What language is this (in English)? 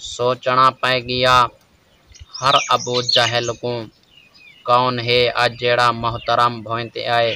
Saraiki